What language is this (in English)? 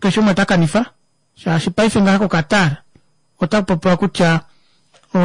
Kuanyama